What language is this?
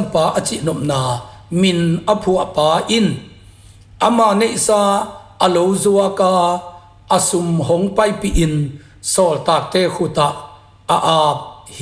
Tedim Chin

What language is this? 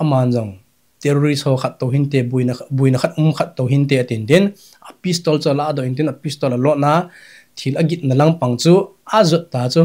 Thado Chin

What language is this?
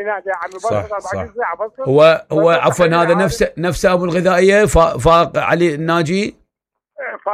Mesopotamian Arabic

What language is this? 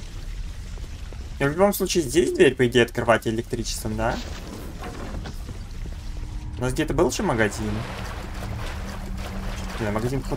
Russian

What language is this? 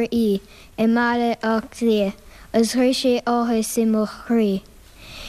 Irish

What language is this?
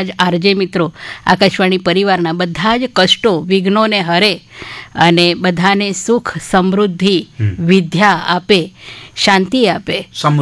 Gujarati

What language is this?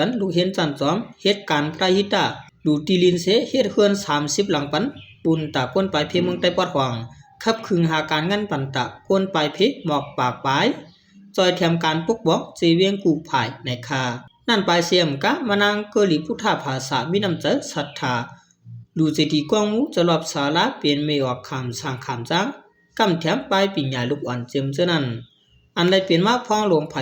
Shan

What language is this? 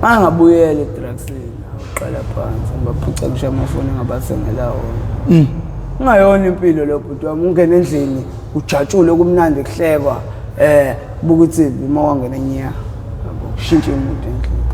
Zulu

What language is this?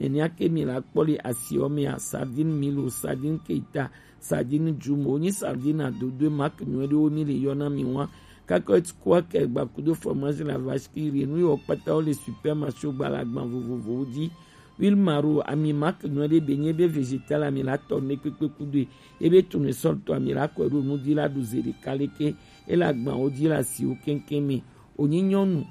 Gen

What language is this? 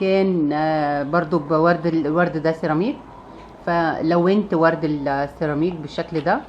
Egyptian Arabic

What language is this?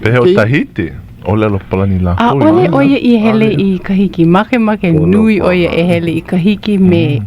Hawaiian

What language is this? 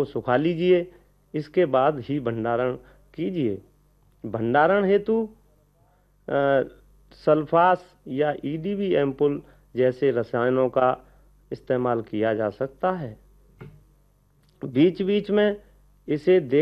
Hindi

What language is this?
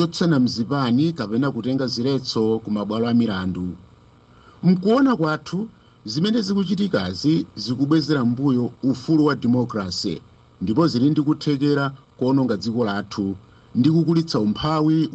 Nyanja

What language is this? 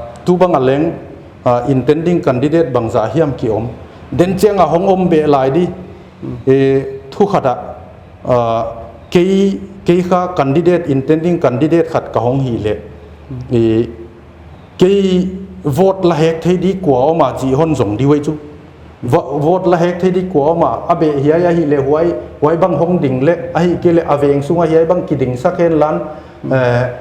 Paite Chin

